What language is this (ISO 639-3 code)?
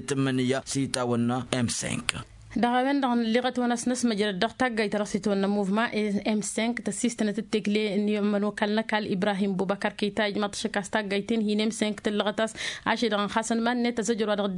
taq